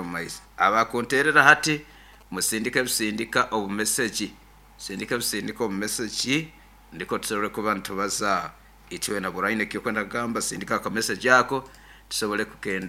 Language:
Nyoro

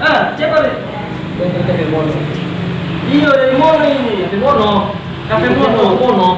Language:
Manado Malay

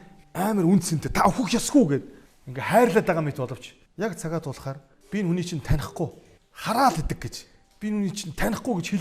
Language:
Mongolian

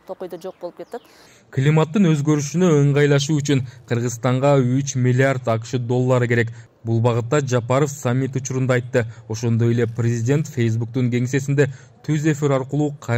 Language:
Kyrgyz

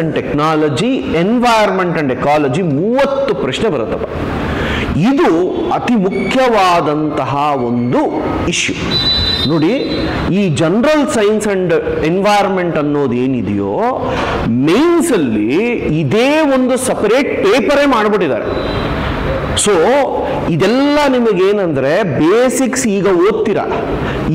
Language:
Kannada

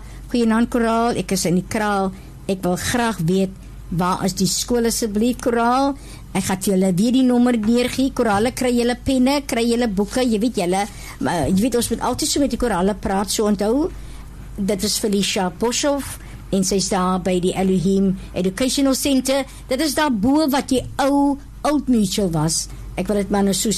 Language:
Afrikaans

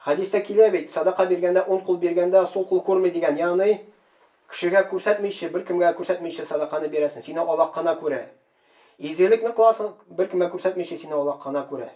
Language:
Tatar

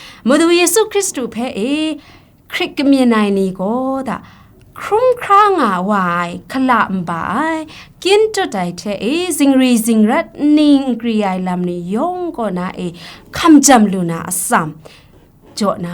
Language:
Kachin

